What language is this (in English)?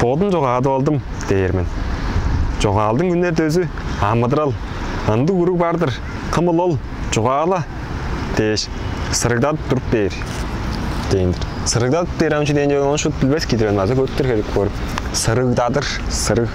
Tuvinian